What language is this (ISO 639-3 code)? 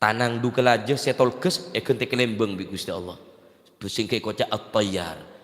mad